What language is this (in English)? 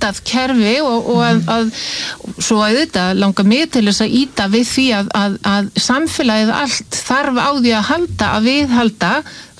Icelandic